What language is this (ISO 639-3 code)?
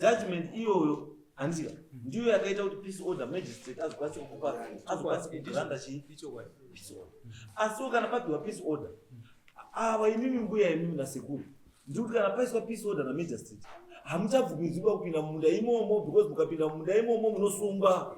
sna